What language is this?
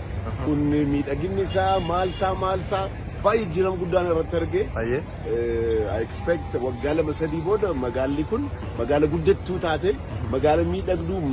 Oromo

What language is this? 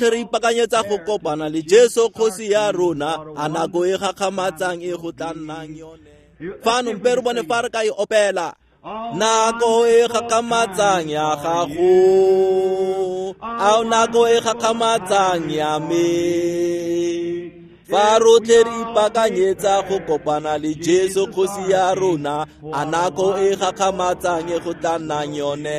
Tswana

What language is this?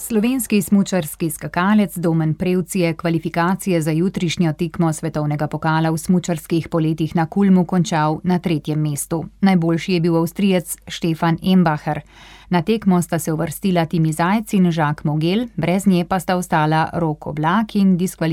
Slovenian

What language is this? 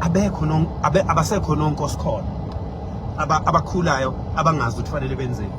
Zulu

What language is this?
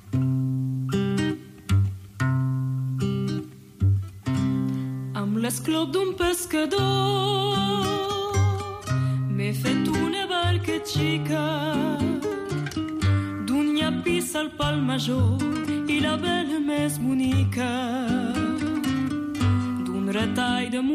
Catalan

